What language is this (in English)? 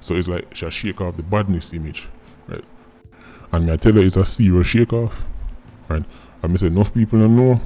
Jamaican Creole English